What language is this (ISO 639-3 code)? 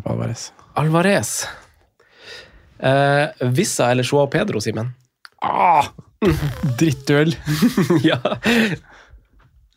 nor